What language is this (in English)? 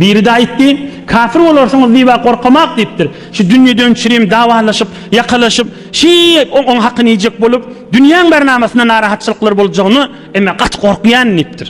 Turkmen